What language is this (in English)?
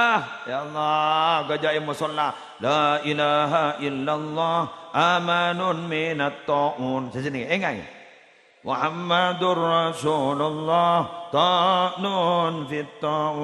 Madurese